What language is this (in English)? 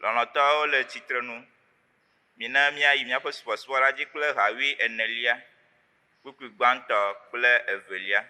Ewe